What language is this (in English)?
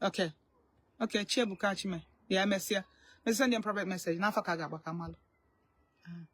Igbo